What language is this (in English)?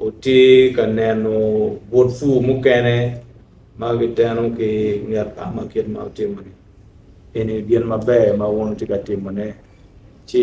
Acoli